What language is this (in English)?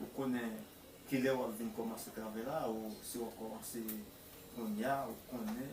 Haitian Creole